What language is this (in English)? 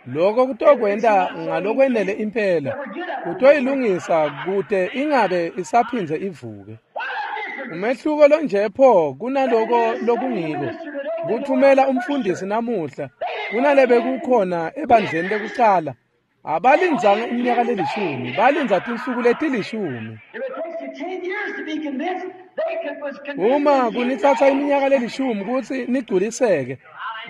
Swati